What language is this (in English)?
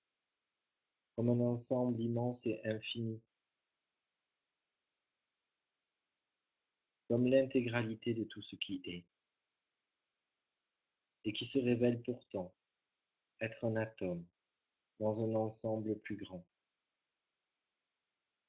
French